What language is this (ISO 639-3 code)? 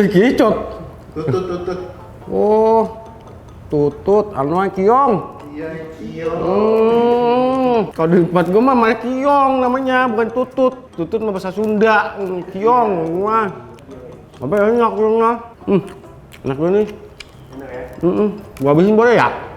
bew